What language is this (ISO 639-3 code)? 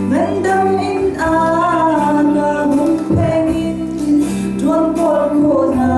cnh